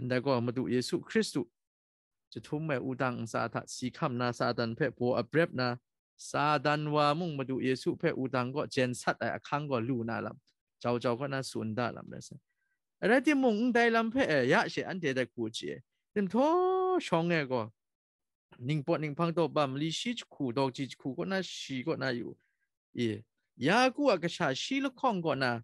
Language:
Kachin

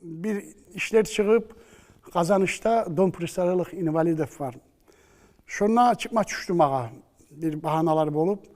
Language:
Kumyk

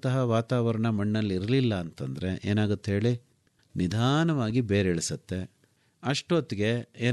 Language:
Kannada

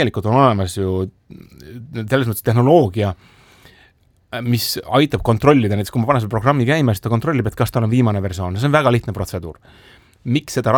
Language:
Estonian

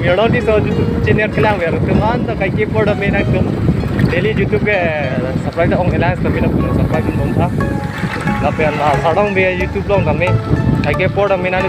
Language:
Karbi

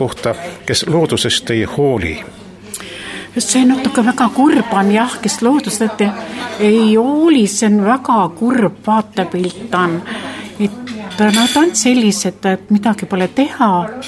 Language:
Estonian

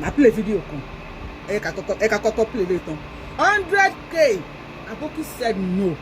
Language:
Yoruba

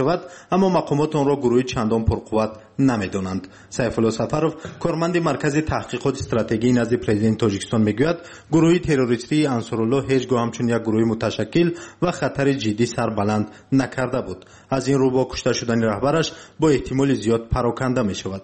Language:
Tajik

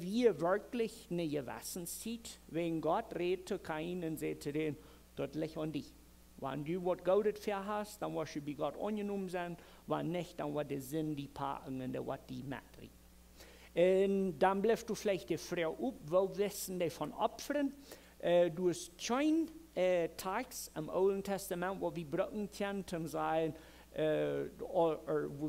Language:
Plautdietsch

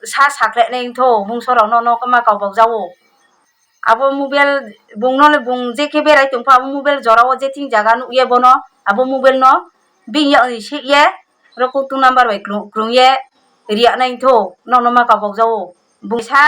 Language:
Riang (India)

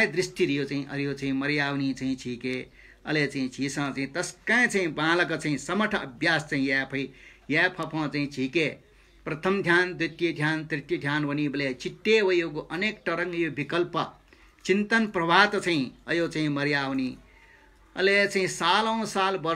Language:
Newari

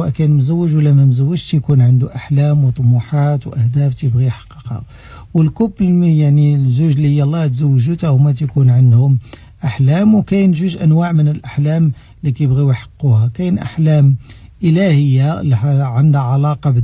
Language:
Moroccan Arabic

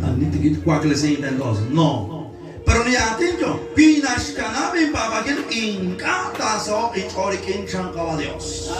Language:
Kekchí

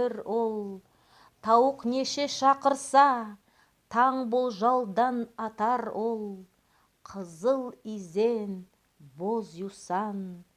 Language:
Nogai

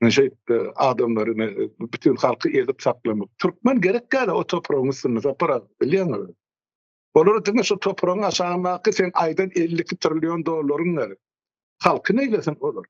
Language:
Turkmen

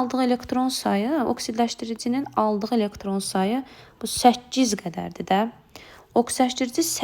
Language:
Azerbaijani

